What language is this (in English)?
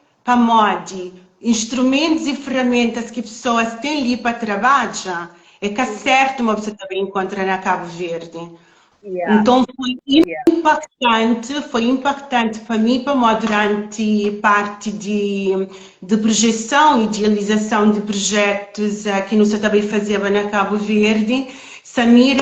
Kabuverdianu